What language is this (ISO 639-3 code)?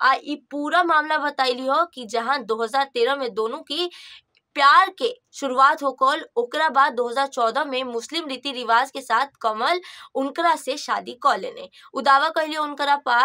bho